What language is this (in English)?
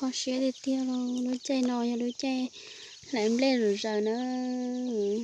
Hmong